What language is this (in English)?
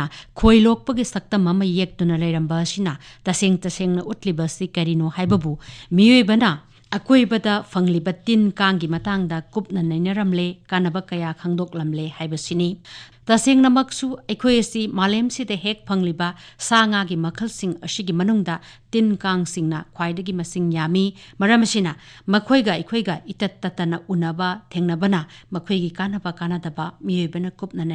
Manipuri